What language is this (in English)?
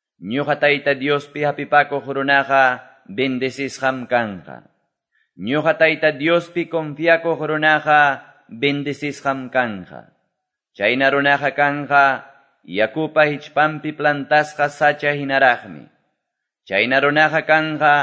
Quechua